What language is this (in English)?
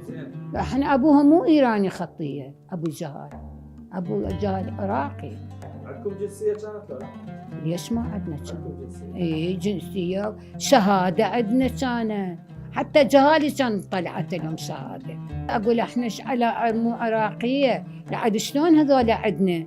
Mesopotamian Arabic